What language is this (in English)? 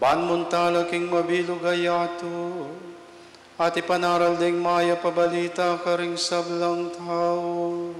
Pampanga